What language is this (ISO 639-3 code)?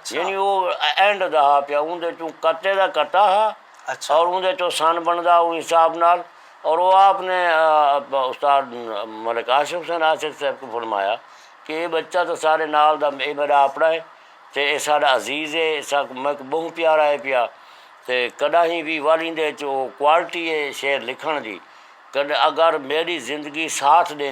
skr